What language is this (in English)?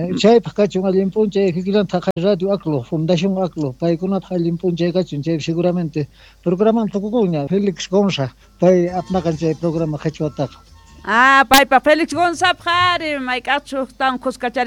Quechua